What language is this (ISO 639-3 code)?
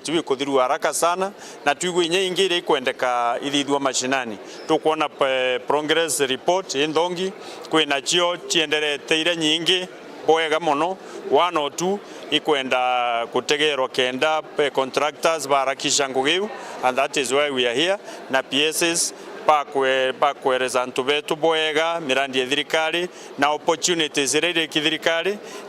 mer